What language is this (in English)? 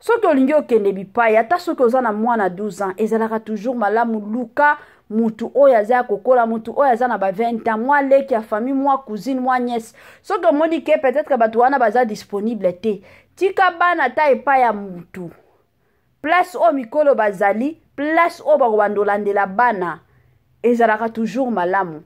Lingala